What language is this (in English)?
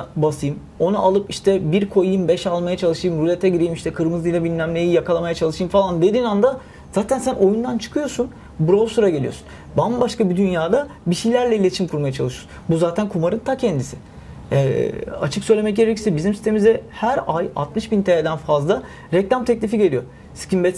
Turkish